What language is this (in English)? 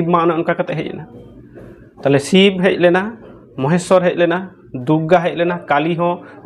Santali